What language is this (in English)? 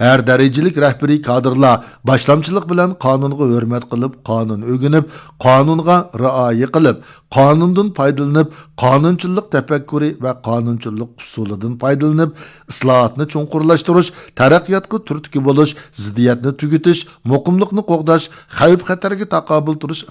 Uyghur